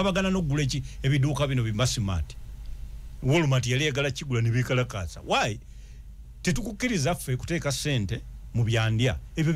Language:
Ganda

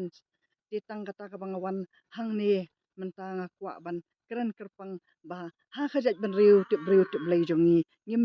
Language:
Khasi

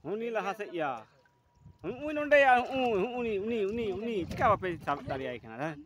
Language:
Santali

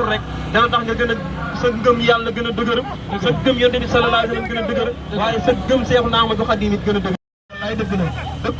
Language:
Wolof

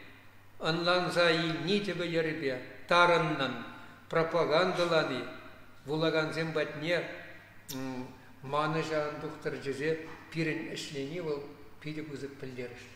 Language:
Chuvash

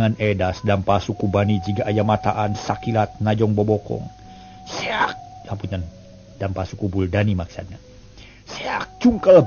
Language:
Sundanese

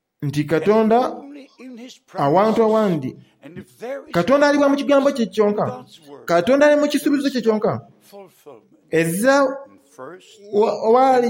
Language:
Soga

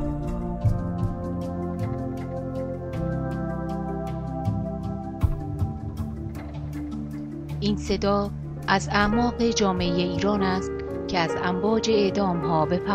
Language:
Persian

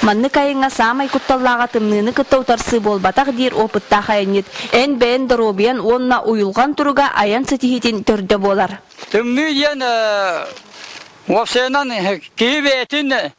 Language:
Yakut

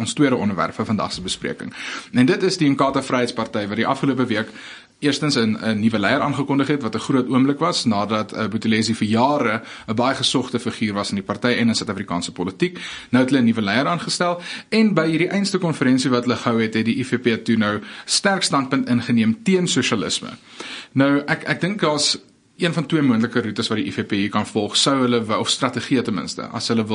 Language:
Afrikaans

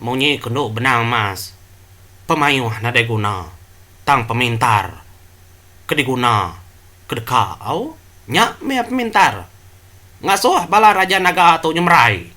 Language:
Iban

